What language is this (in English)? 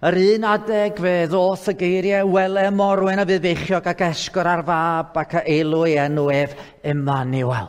Welsh